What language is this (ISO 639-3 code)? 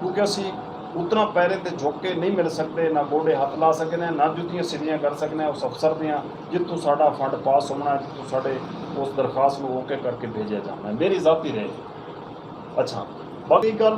skr